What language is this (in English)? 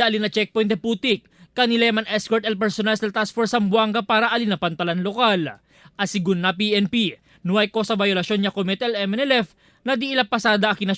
Chavacano